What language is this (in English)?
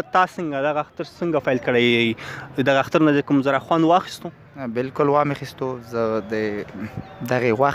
Pashto